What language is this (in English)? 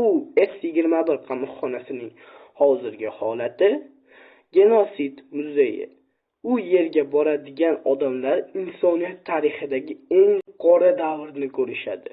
Uzbek